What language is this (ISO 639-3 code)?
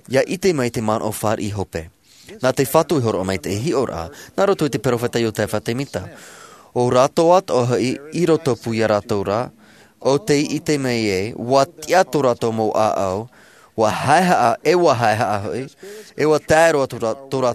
tah